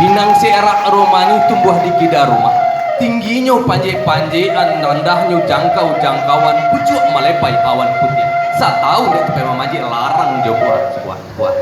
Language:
Minangkabau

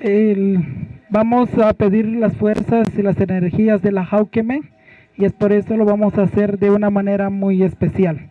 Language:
Poqomchi'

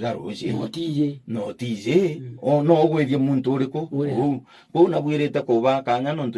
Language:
Meru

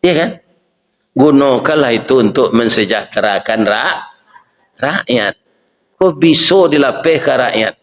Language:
Minangkabau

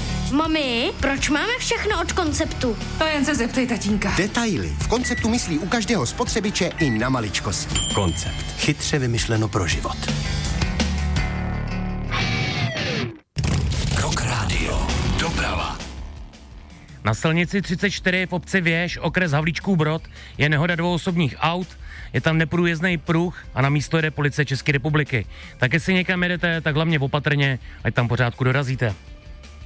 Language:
Czech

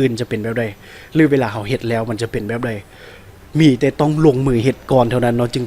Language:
Lao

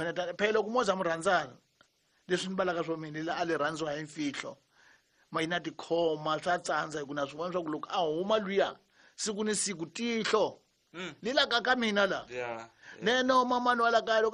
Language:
Tsonga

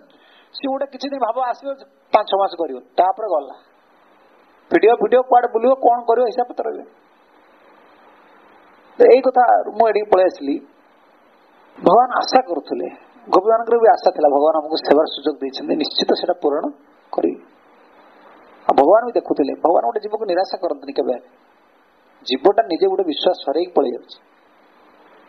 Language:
Odia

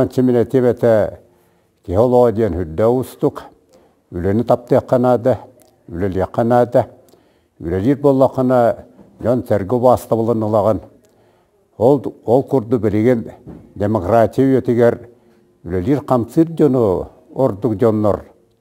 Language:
Yakut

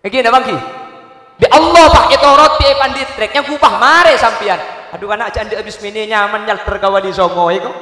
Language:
Madurese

